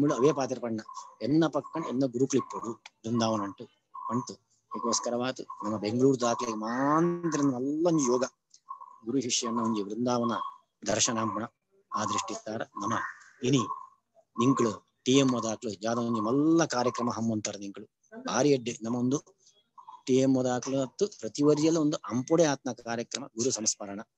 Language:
Tulu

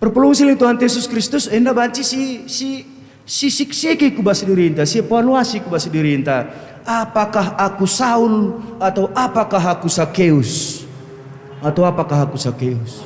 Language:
Batak Karo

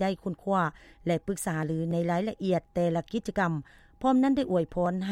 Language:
Lao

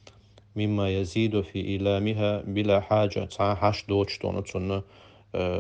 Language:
Chechen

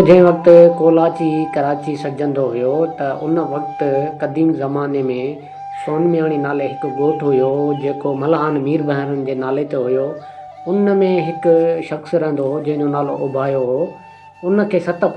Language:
Sindhi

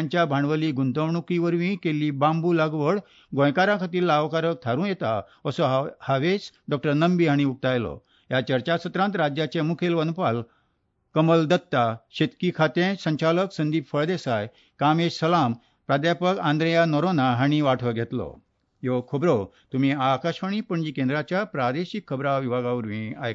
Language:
Konkani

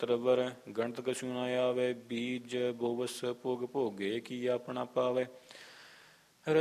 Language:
Punjabi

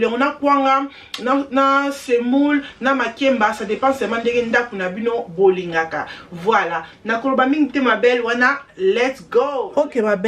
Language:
Lingala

